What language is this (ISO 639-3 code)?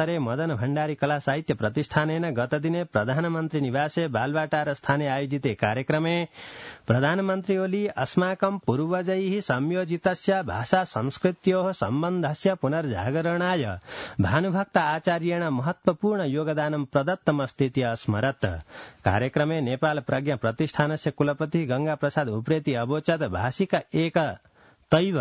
san